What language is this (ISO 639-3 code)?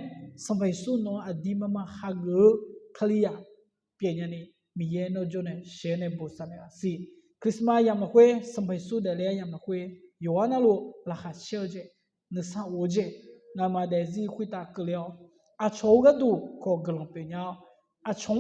ahk